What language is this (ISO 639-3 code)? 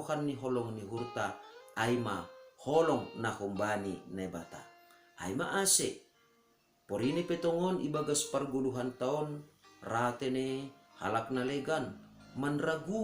bts